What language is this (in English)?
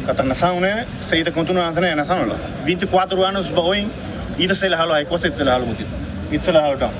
Tetum